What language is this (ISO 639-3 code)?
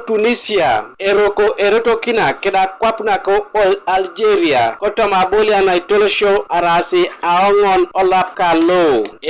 teo